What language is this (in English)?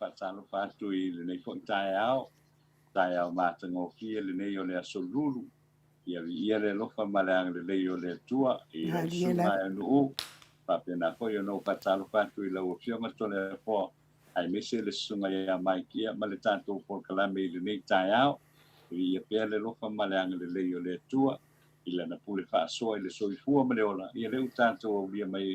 Samoan